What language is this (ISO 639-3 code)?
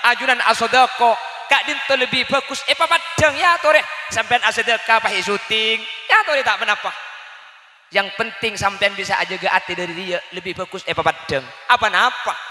mad